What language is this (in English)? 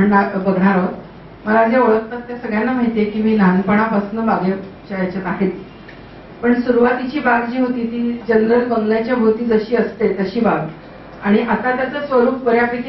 Marathi